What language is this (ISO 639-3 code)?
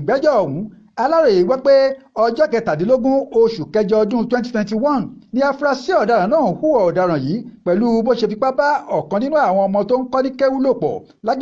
yor